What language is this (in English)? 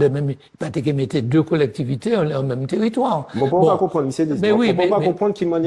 Guadeloupean Creole French